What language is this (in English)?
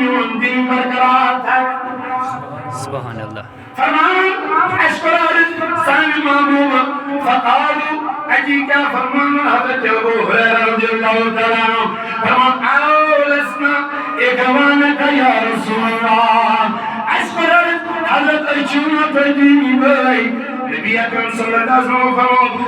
Kashmiri